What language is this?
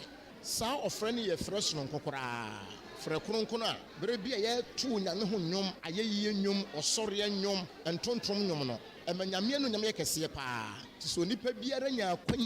Akan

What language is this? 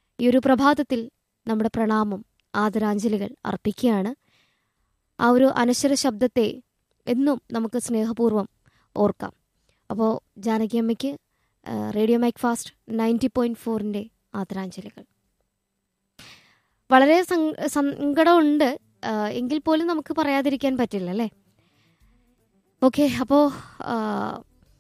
Malayalam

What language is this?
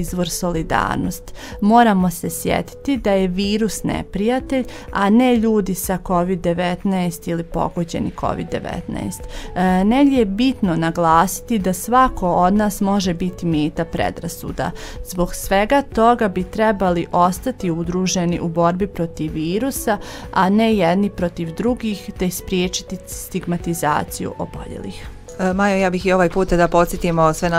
Bosnian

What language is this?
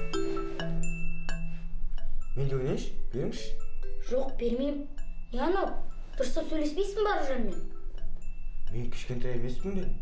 Kazakh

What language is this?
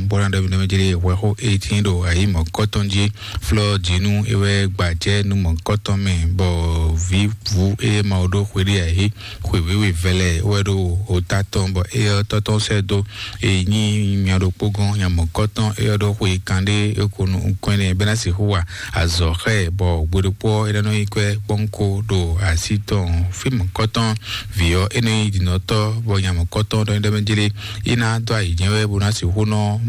Fon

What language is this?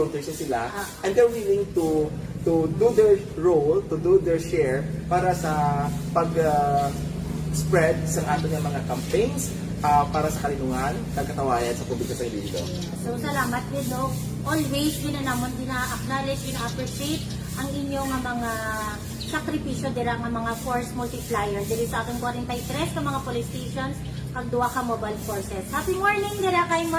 Hiligaynon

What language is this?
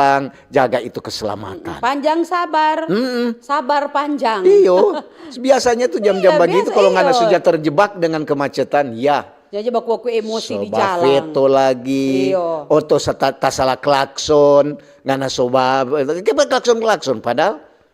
Manado Malay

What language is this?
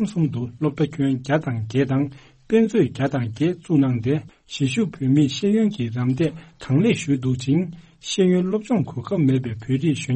Tibetan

